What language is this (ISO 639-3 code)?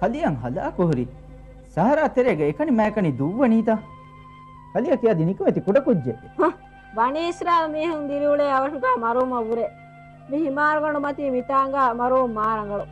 div